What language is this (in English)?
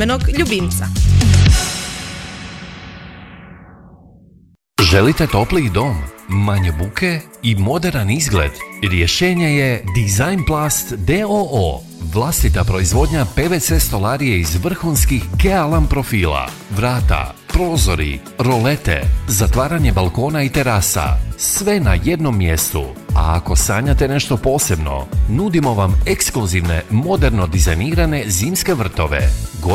Croatian